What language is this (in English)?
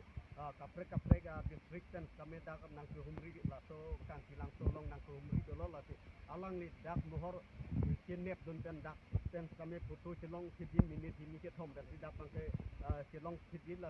Karbi